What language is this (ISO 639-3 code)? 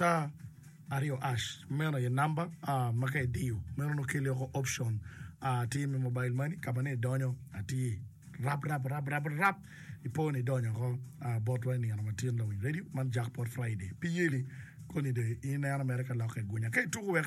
ach